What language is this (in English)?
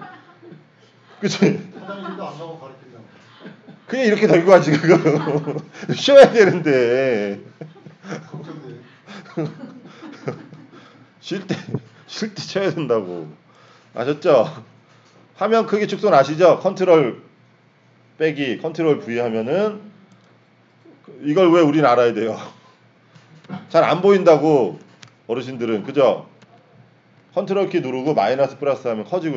Korean